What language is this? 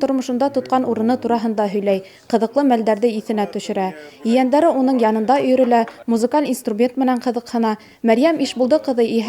Bashkir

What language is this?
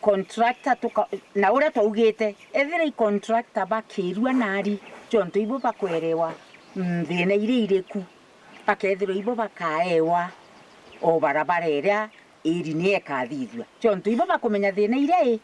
Meru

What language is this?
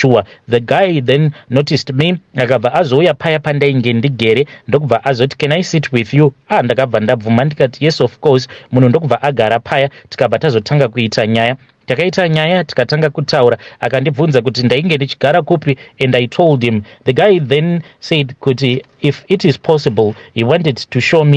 Shona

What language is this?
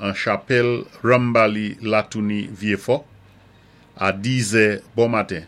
Saint Lucian Creole French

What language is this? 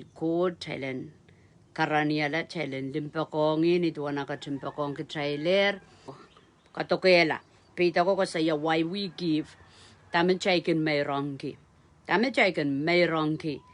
Pohnpeian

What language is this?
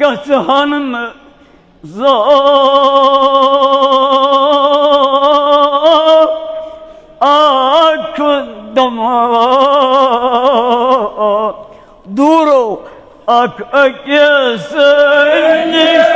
Kashmiri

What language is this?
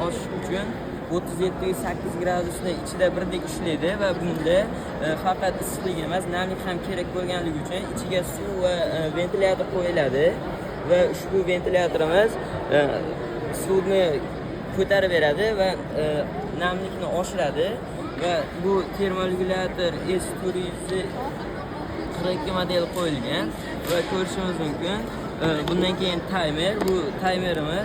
Uzbek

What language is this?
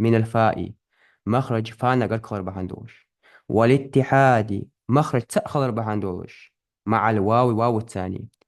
Ingush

